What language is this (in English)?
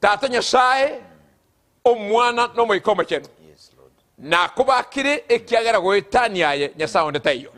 Gusii